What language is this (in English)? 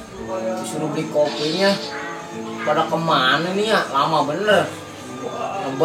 Betawi